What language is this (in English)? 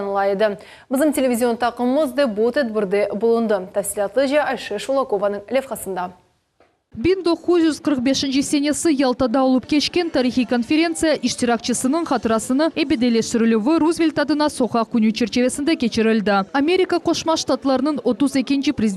Crimean Tatar